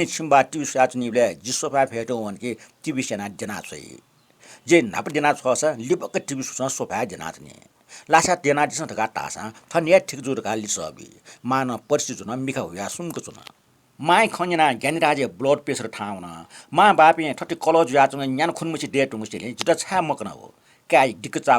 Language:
Newari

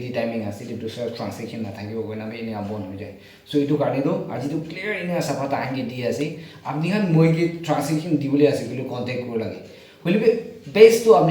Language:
Naga Pidgin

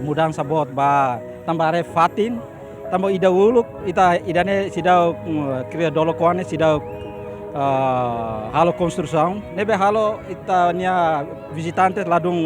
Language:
Tetum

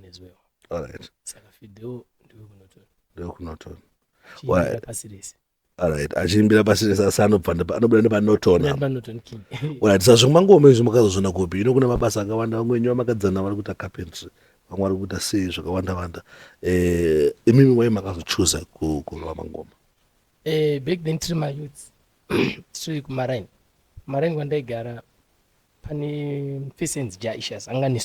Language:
Shona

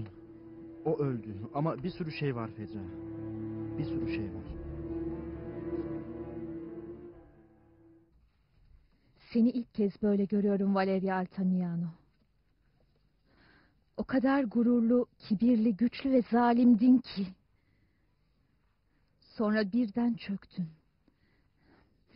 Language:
Turkish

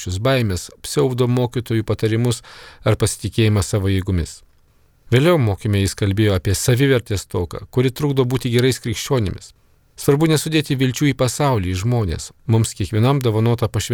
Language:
Lithuanian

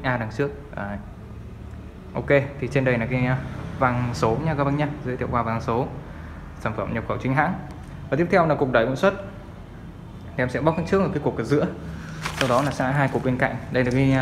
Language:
Vietnamese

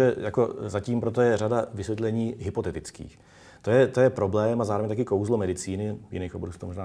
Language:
Czech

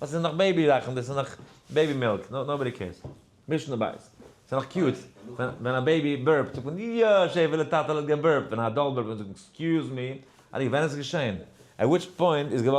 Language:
Yiddish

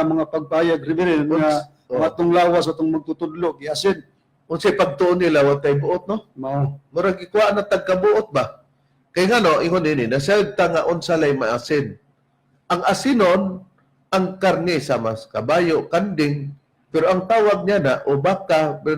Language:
Cebuano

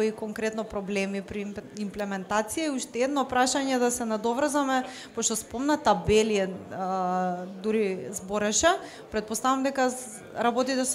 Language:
Macedonian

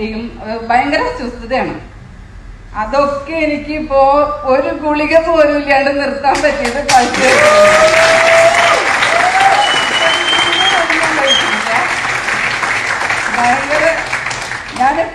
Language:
Malayalam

